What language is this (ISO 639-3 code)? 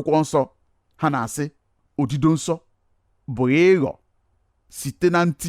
ibo